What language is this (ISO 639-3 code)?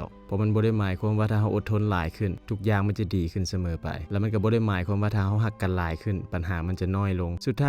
lao